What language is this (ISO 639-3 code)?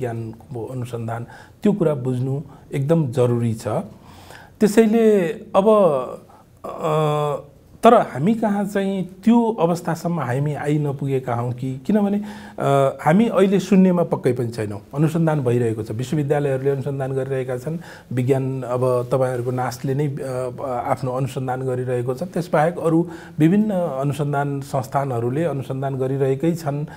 nep